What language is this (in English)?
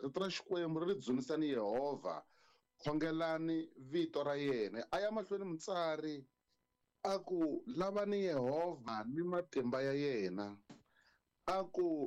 Tsonga